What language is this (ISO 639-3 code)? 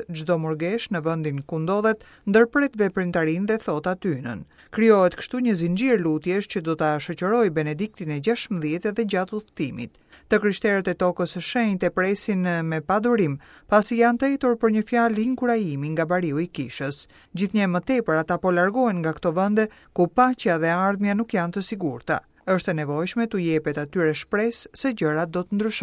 sqi